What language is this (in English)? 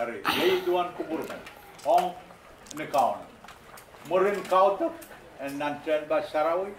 Pohnpeian